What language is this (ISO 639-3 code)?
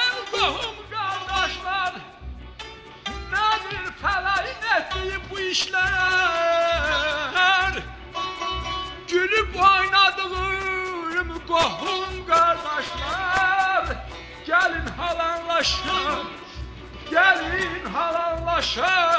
tur